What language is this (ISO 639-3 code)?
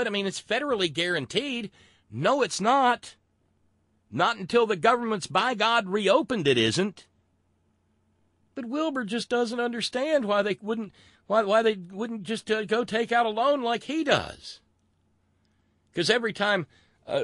eng